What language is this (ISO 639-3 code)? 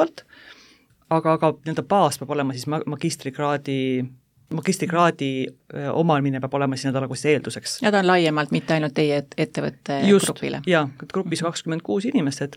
est